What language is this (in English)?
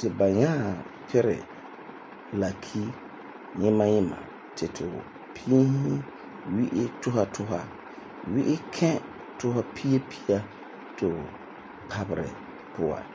Frafra